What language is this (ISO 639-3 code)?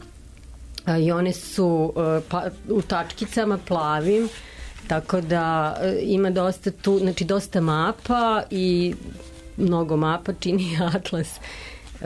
srp